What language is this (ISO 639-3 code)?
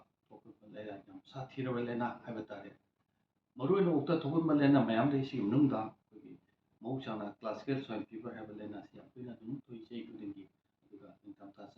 mni